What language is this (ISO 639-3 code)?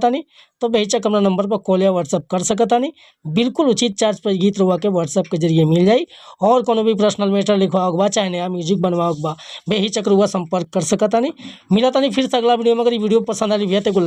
bho